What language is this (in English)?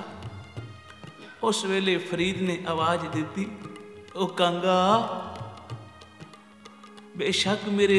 Punjabi